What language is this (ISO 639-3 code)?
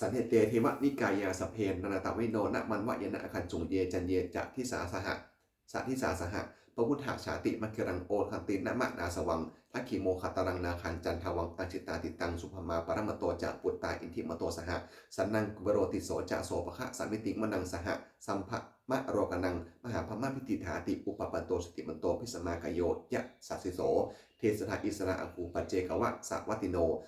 pli